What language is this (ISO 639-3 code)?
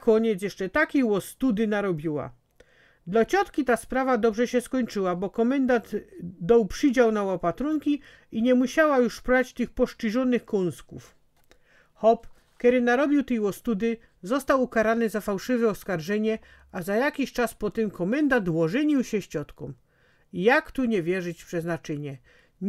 szl